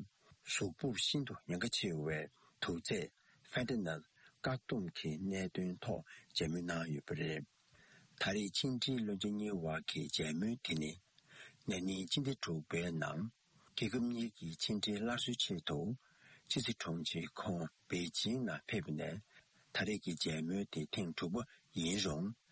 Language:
Serbian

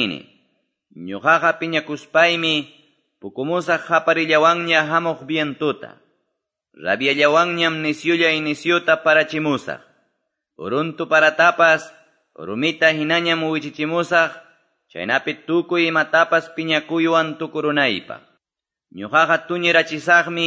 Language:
Quechua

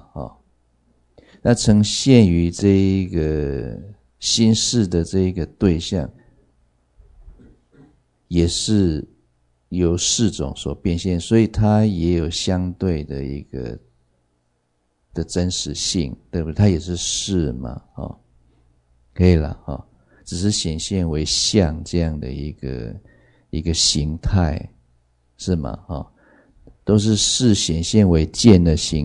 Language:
Chinese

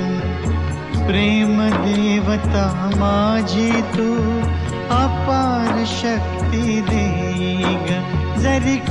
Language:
Marathi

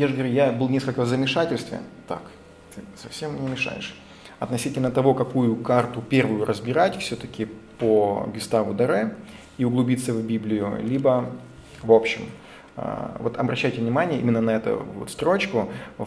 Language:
Russian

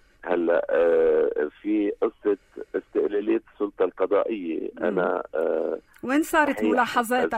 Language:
North Levantine Arabic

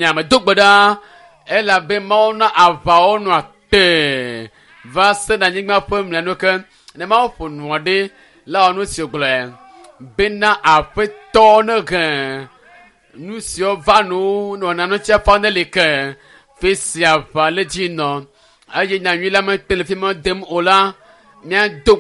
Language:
Ewe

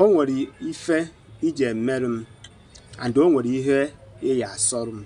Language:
Igbo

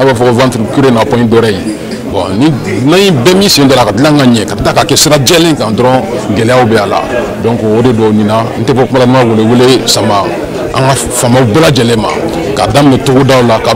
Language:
Bambara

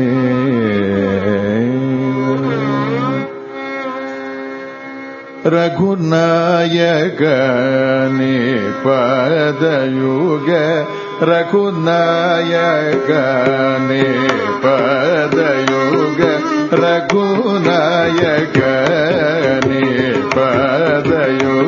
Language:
Telugu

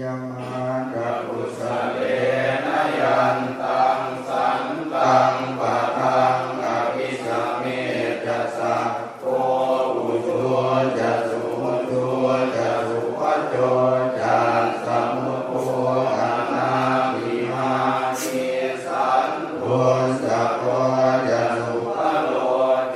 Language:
Pali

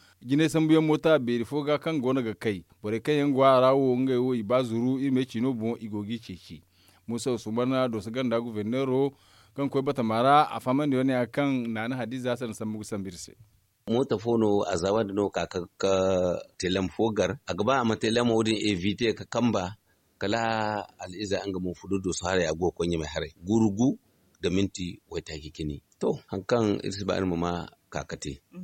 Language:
Zarma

